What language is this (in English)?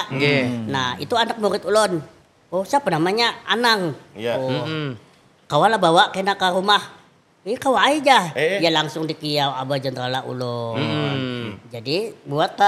Banjar